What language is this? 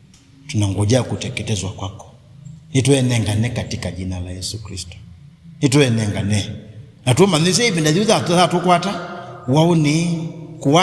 Kamba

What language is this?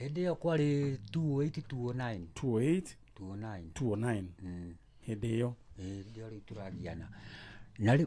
Kikuyu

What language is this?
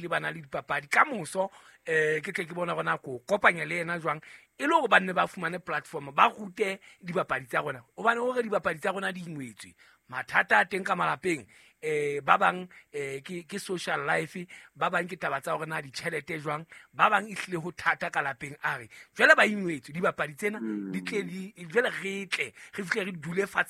Southern Sotho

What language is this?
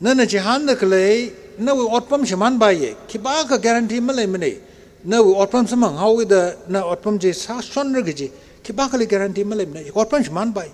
Tangkhul Naga (India)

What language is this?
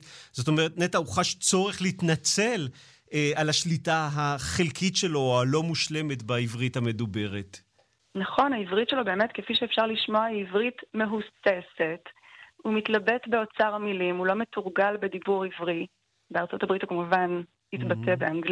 Hebrew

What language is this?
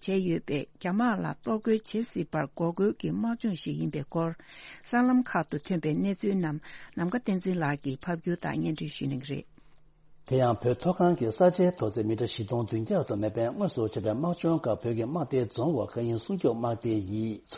Tibetan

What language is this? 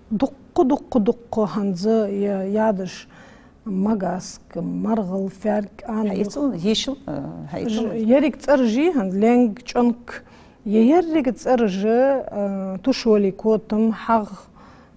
Ingush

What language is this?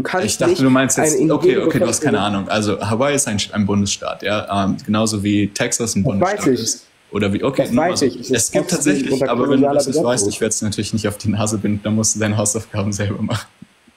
German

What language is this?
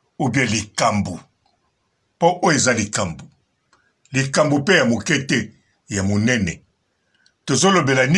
Lingala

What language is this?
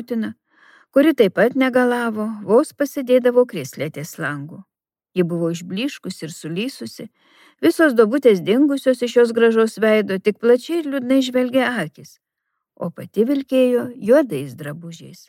Lithuanian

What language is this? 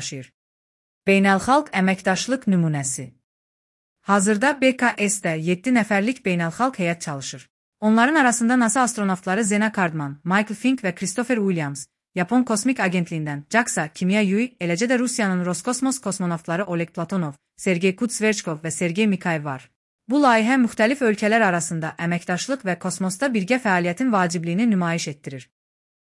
Azerbaijani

